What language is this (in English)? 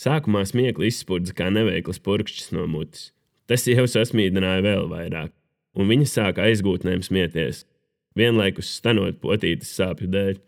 Latvian